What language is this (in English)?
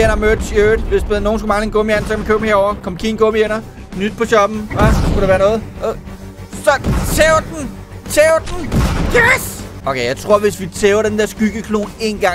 Danish